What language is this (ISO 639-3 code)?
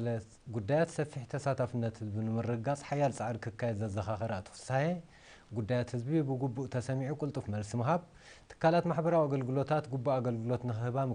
tir